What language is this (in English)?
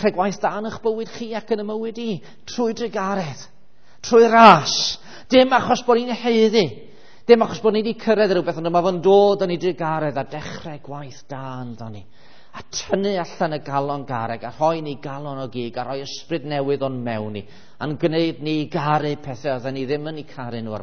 Welsh